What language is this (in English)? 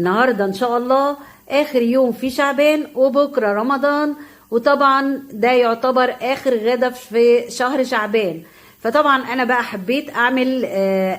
Egyptian Arabic